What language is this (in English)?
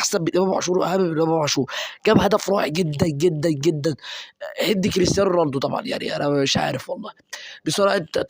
Egyptian Arabic